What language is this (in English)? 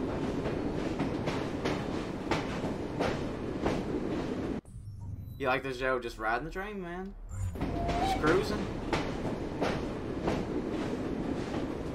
English